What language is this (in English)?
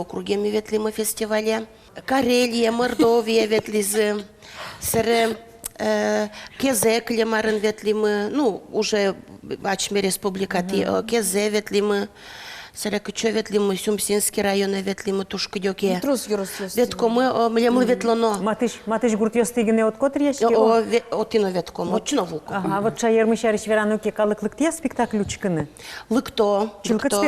Udmurt